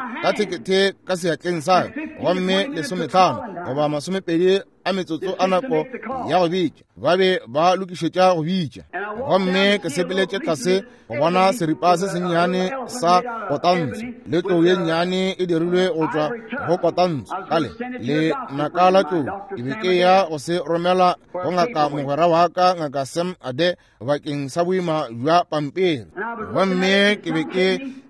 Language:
Northern Sotho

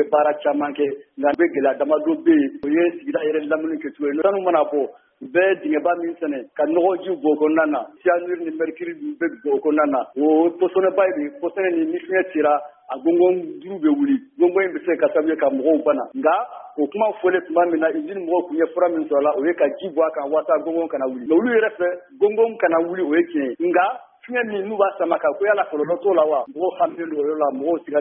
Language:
Bambara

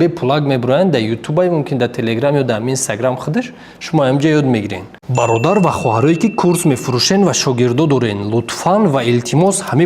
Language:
Tajik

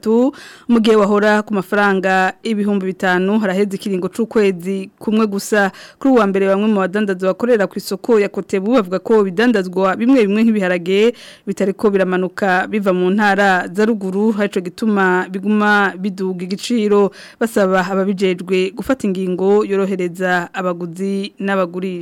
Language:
Rundi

